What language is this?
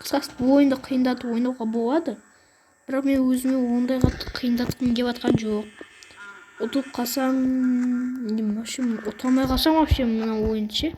Kazakh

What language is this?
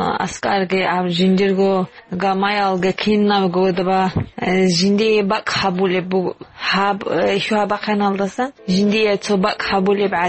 Avaric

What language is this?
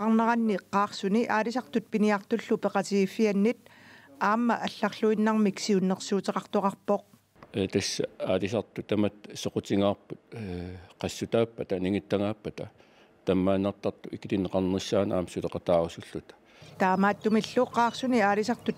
Kalaallisut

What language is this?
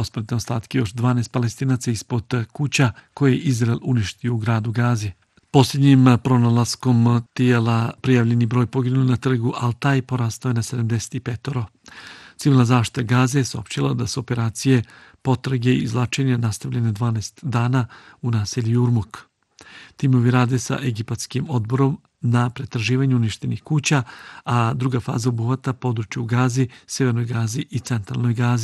Bosnian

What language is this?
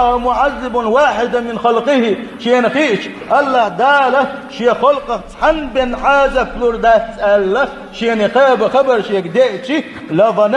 Chechen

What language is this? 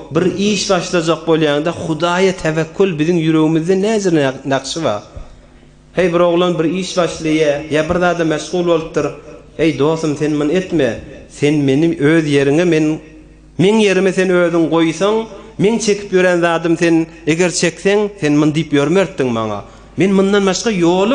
Turkmen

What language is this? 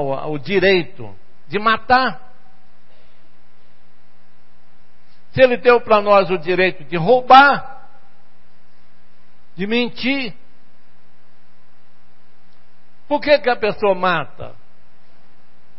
Portuguese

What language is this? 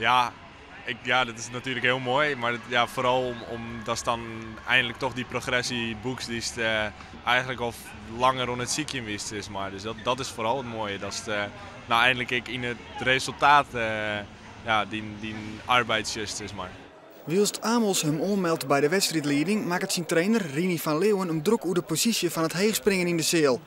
Western Frisian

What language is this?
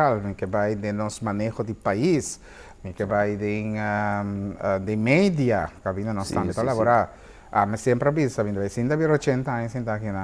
Papiamento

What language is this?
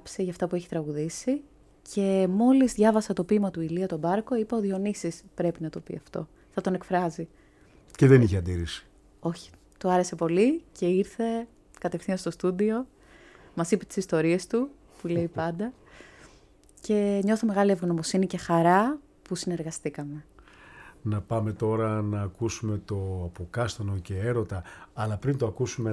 Greek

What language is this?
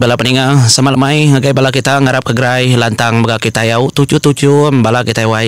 Iban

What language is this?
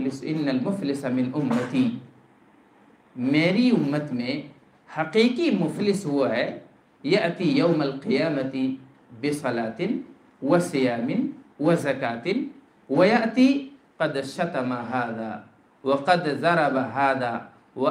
Urdu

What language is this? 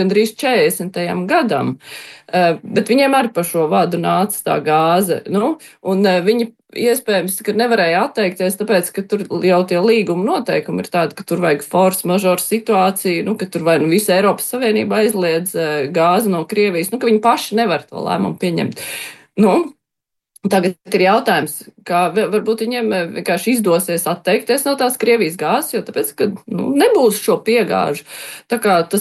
Latvian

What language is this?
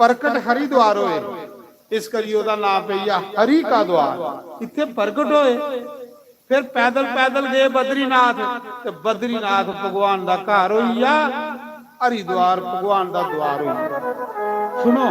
Dogri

